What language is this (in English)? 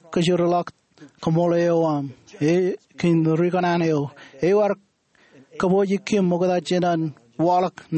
Marshallese